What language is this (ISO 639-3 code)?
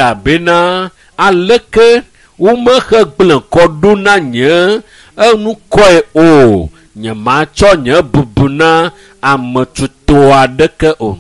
ewe